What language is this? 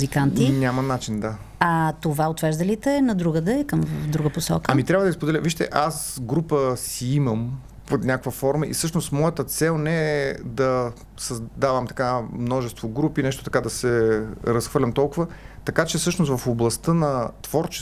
Bulgarian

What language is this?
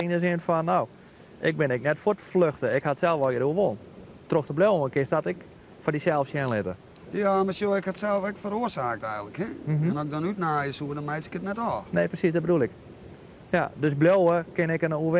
Western Frisian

